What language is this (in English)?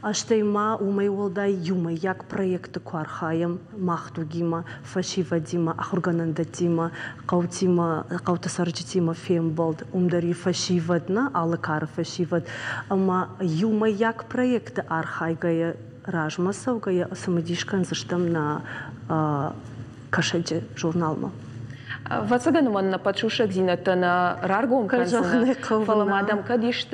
Ossetic